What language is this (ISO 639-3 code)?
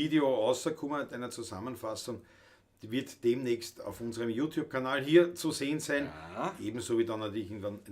bar